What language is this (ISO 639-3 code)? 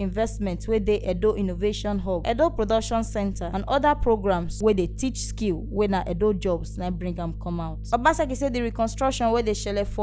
pcm